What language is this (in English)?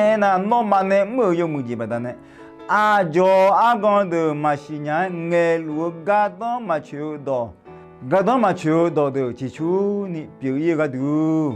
Akha